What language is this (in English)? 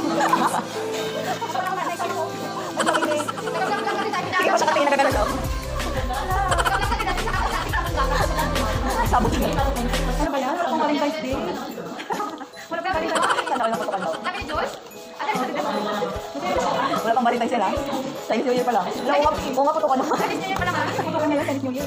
Filipino